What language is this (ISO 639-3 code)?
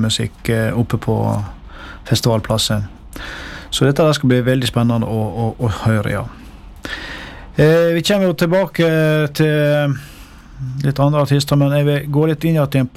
nor